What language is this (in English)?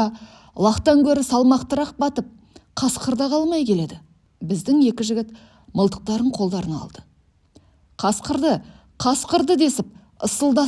Kazakh